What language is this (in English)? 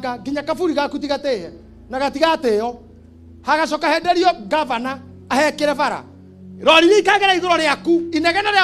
Kikuyu